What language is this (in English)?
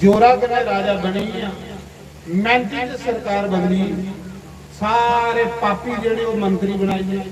Dogri